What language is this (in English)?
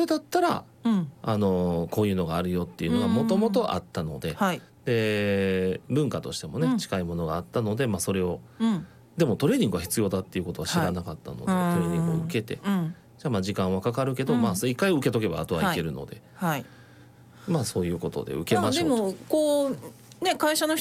Japanese